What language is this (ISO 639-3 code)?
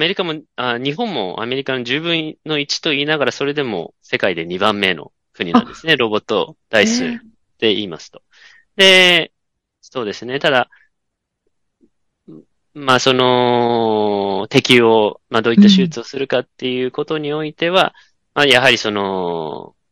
jpn